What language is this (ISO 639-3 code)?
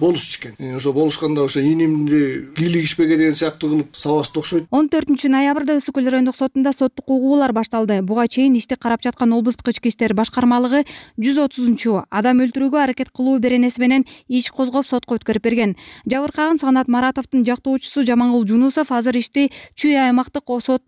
kir